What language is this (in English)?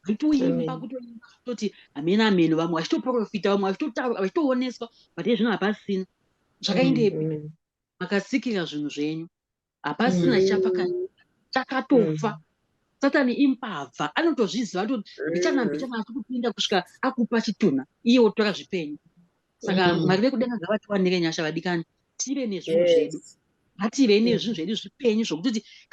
Shona